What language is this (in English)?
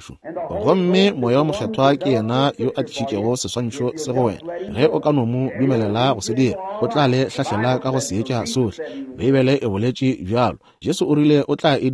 Northern Sotho